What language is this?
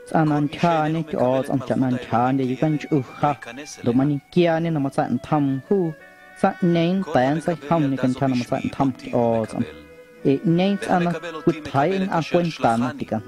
Guerrero Amuzgo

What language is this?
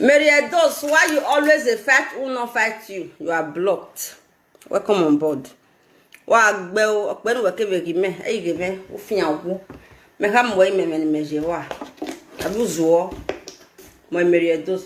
Nigerian Pidgin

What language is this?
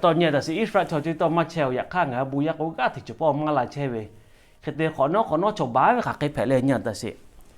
Lahu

